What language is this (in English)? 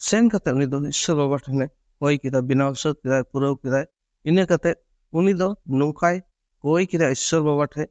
Santali